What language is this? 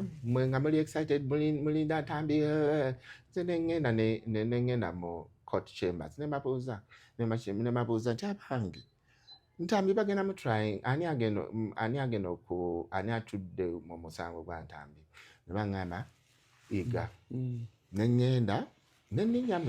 Ganda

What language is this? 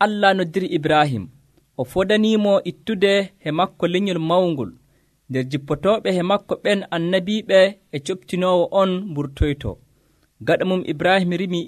Nigerian Fulfulde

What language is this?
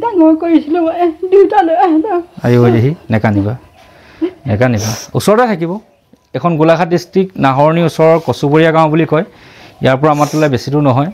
Assamese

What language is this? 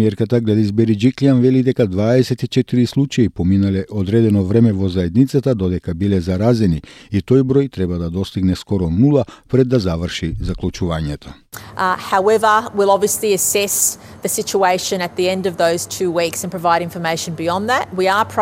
Macedonian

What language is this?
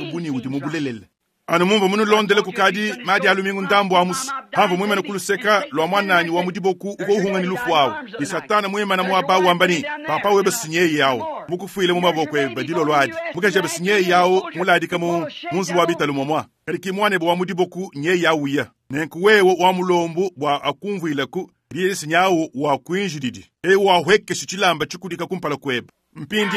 Luba-Lulua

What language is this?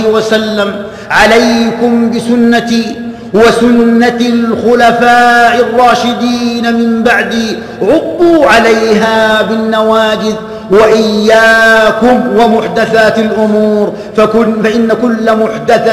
Arabic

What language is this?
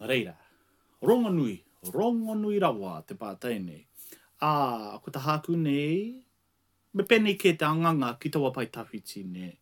Māori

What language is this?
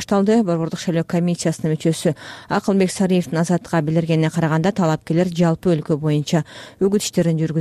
Kyrgyz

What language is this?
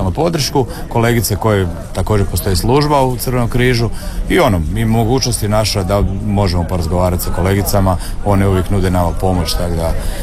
Croatian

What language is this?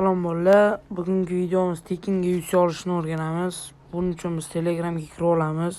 Uzbek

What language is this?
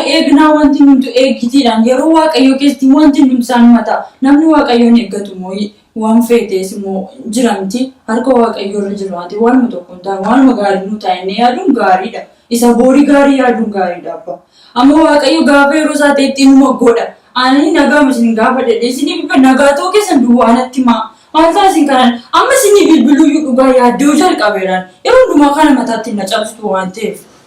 Oromo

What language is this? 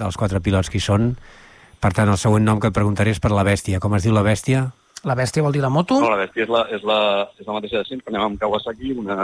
Catalan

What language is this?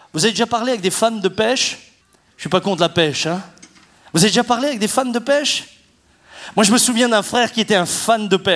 French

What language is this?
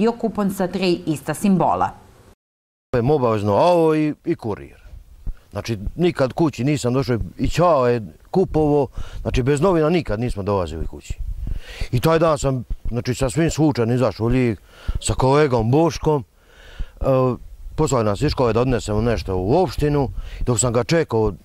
Serbian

